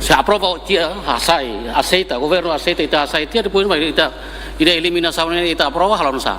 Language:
Tetum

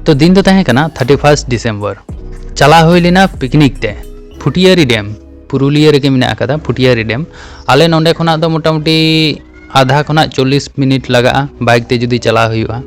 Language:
Santali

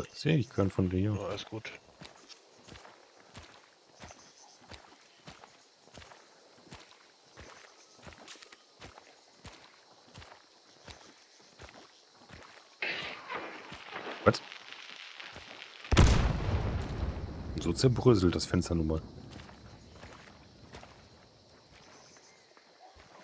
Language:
German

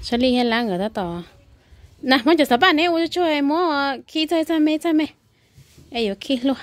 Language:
Hmong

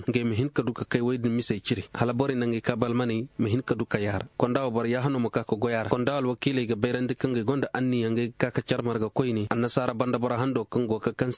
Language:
Koyraboro Senni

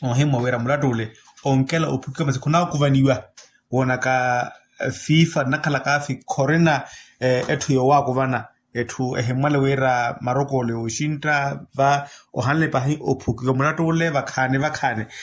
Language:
Makhuwa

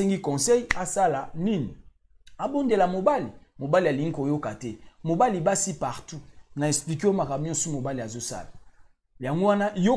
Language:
Lingala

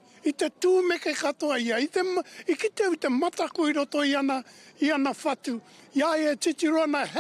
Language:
Māori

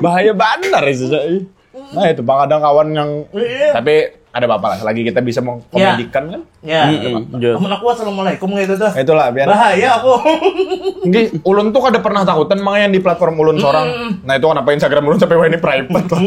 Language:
Banjar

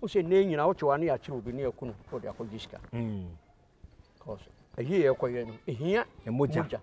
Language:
Akan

